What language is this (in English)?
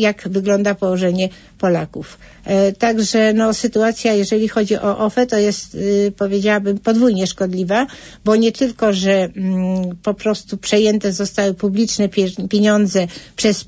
Polish